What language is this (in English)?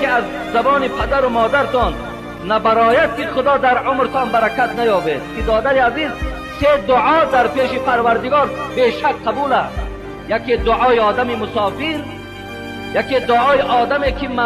Tajik